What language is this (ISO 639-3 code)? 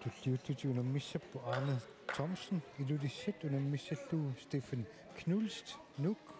kal